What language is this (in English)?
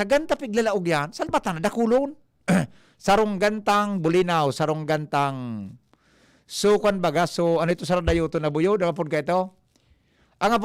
Bikol